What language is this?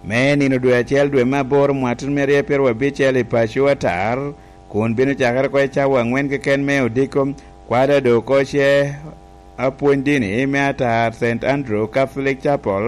Lango (Uganda)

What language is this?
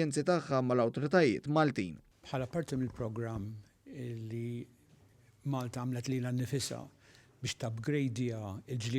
Maltese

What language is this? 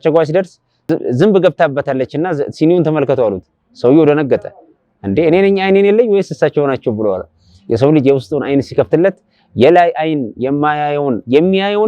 Amharic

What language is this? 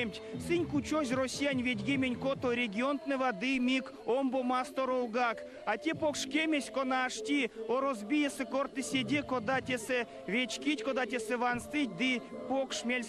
Erzya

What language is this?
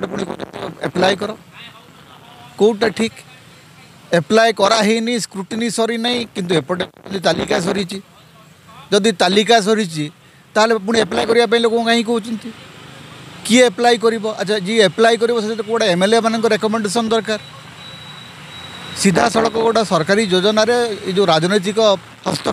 Odia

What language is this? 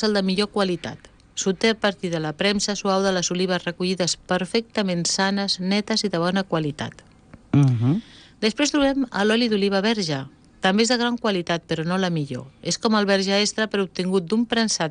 Catalan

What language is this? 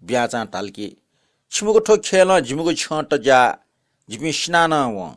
Newari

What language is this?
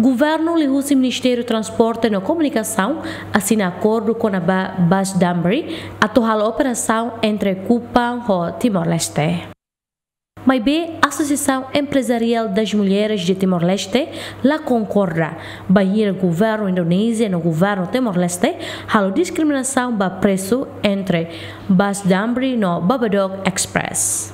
Tetum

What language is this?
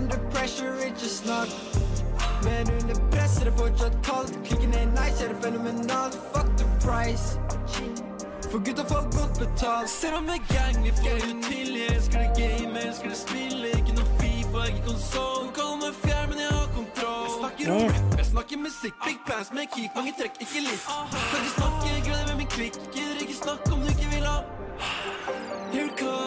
Norwegian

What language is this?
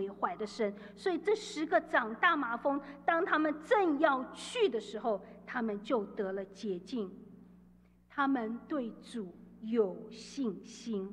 Chinese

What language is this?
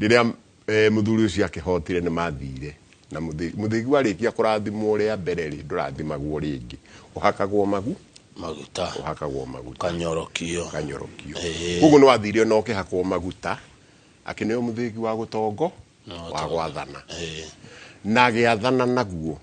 Kikuyu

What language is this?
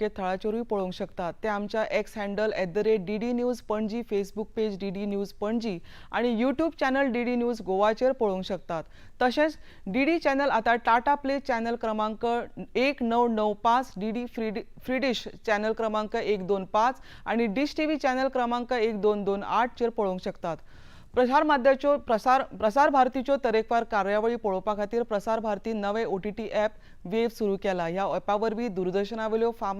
Konkani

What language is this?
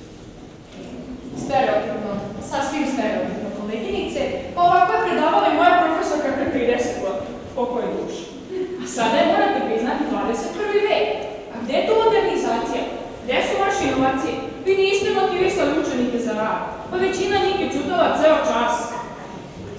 Serbian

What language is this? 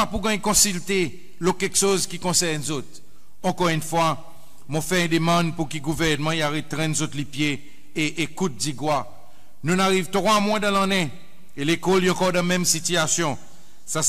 Seselwa Creole French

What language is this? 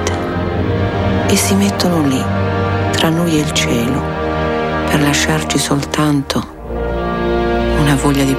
Italian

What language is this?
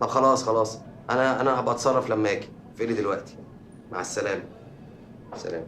Egyptian Arabic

